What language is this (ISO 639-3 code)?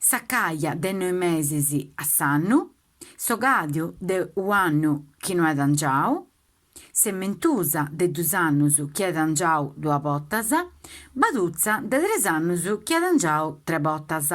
srd